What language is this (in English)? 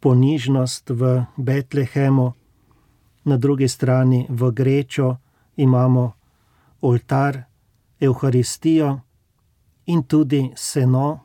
Slovenian